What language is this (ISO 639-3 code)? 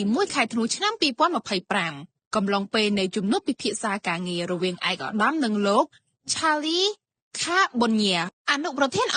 khm